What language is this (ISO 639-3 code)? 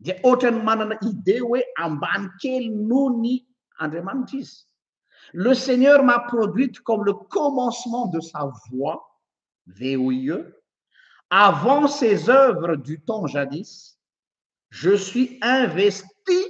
mlg